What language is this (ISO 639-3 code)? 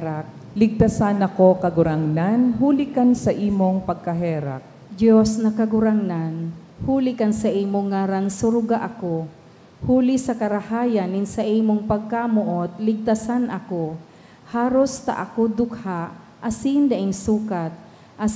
bik